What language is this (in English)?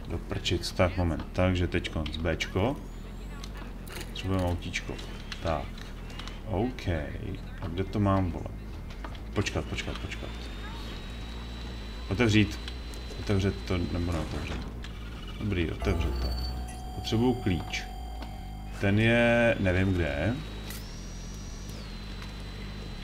Czech